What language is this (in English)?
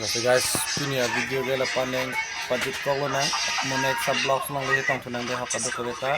Karbi